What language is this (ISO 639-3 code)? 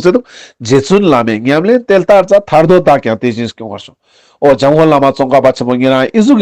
lbj